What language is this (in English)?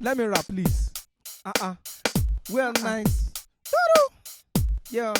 Nigerian Pidgin